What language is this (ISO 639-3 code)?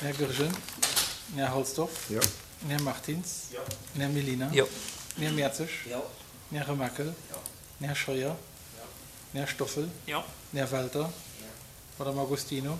ltz